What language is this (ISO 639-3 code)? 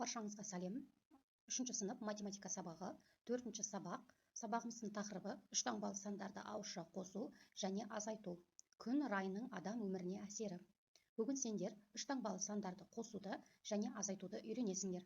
kaz